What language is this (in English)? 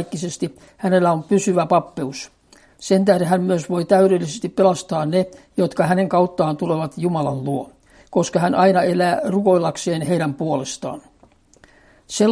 Finnish